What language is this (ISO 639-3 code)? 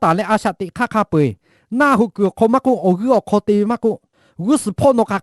lhu